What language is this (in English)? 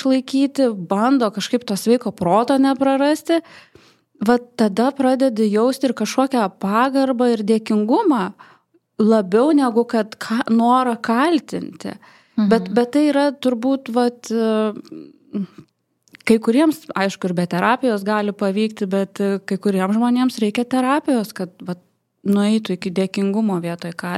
Lithuanian